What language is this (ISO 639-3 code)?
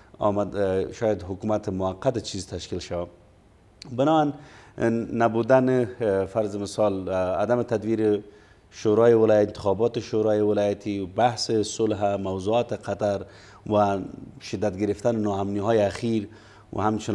fas